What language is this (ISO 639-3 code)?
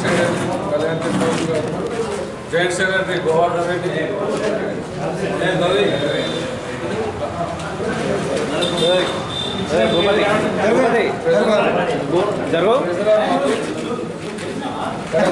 tel